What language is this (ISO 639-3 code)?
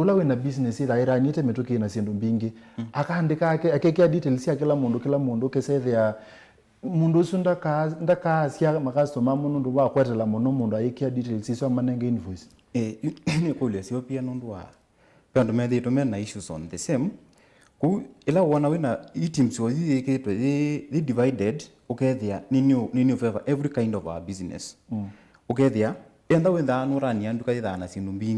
kam